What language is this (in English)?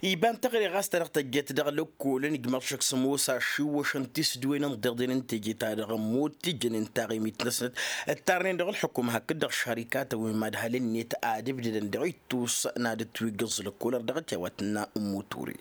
Tamasheq